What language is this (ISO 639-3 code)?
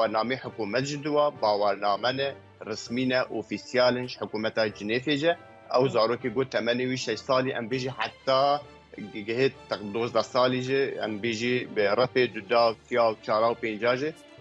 kur